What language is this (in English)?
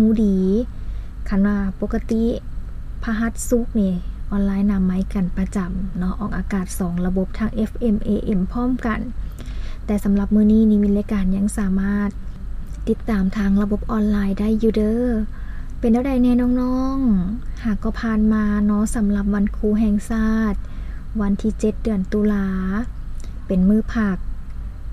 Lao